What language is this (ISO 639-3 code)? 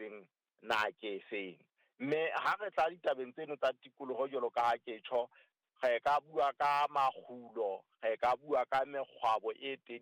sot